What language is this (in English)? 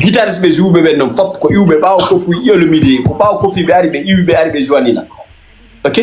Fula